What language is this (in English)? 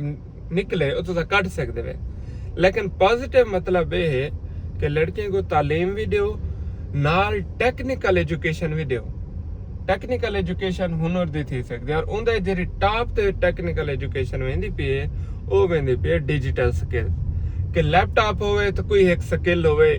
Saraiki